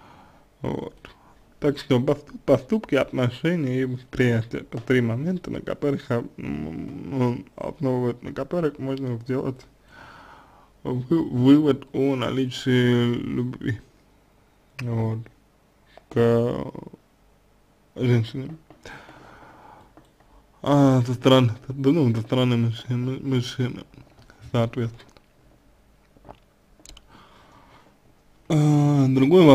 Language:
Russian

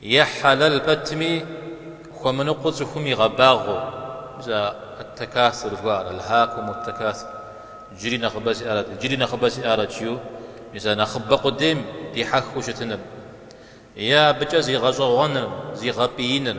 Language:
Kabardian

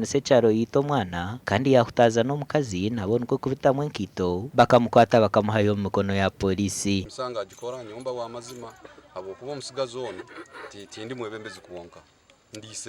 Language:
Nyankole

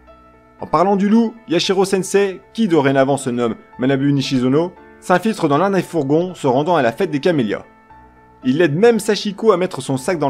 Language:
French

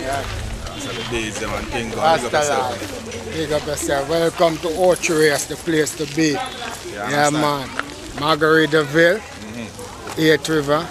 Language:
Jamaican Creole English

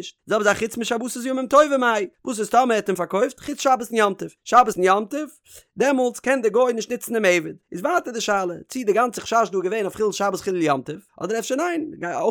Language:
Yiddish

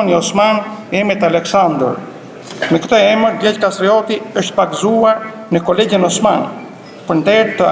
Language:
Albanian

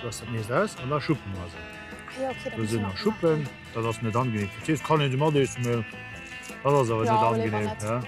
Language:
Luxembourgish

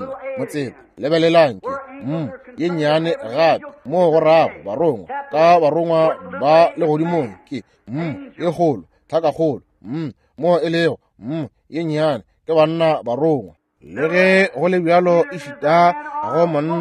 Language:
Northern Sotho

